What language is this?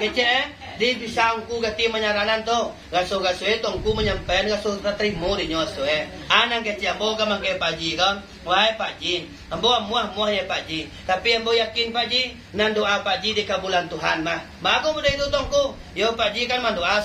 Minangkabau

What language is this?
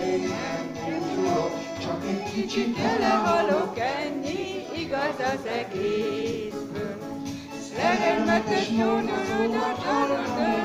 Hungarian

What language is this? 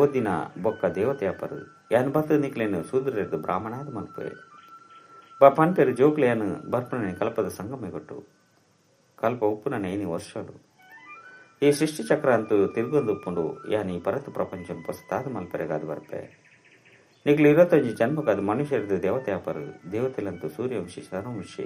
Tulu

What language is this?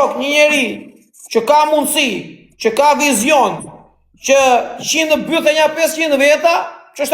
Albanian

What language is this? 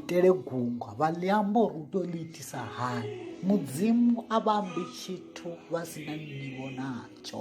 Venda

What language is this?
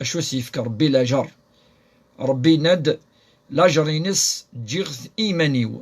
Kabyle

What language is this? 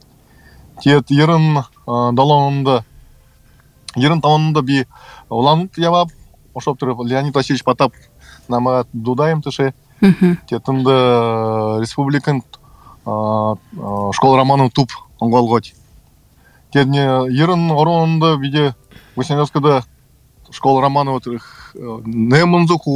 Buriat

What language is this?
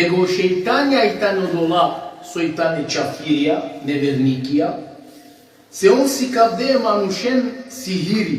Balkan Romani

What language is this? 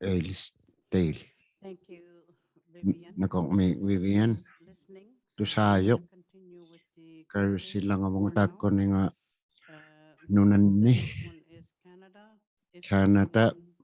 Inuktitut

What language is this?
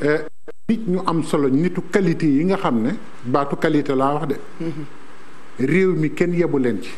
Wolof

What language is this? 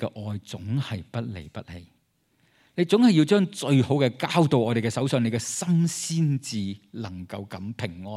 Cantonese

